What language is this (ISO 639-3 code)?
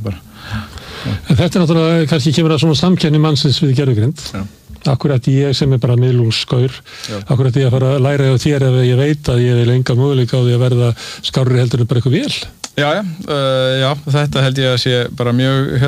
isl